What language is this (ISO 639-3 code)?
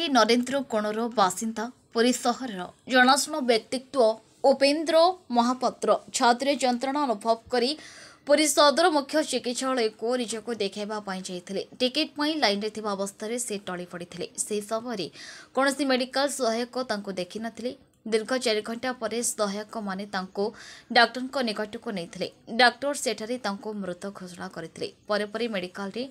ori